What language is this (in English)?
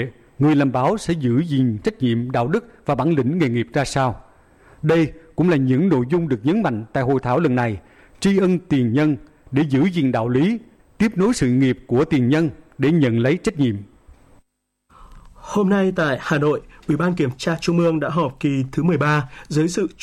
Vietnamese